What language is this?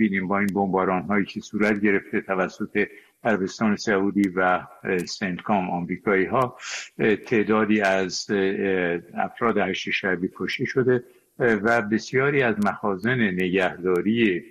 Persian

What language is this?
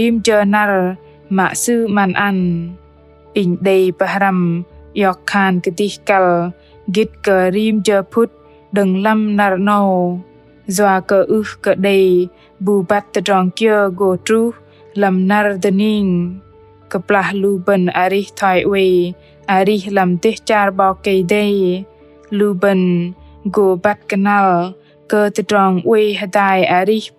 Bahnar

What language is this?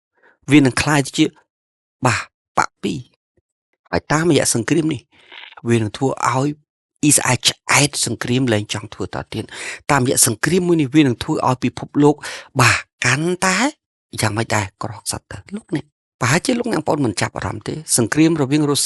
Khmer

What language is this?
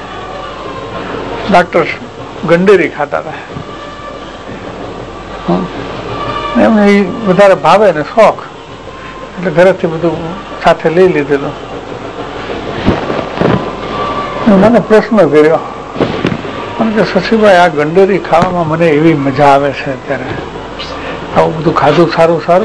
Gujarati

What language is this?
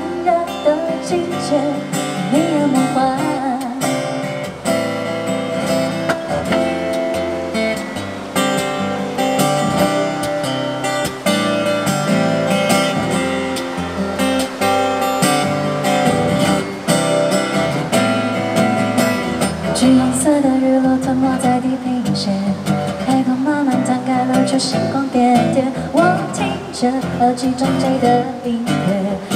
Chinese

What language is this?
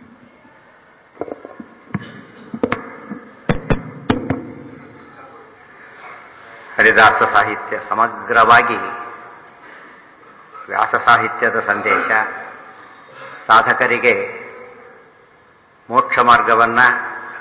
Kannada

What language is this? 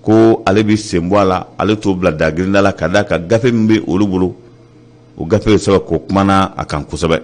Bambara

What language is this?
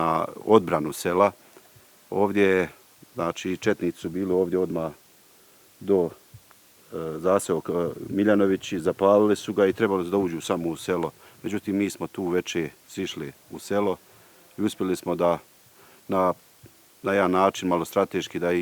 Bosnian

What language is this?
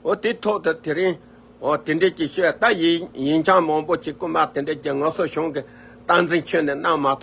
Tibetan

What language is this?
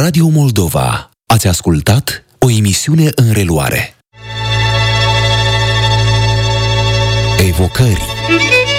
Romanian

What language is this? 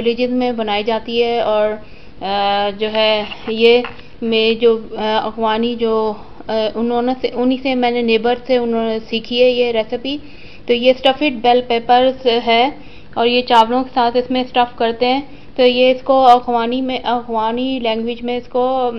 Hindi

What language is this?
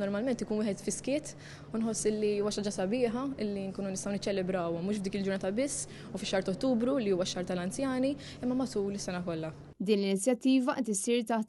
Maltese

